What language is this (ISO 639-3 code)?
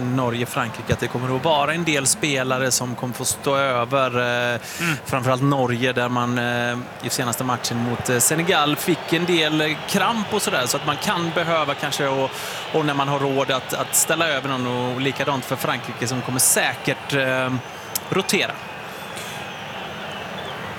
swe